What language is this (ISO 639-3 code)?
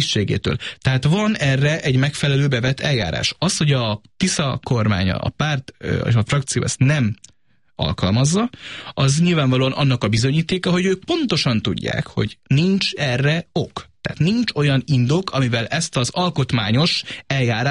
hun